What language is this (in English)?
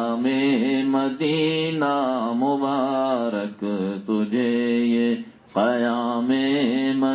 Urdu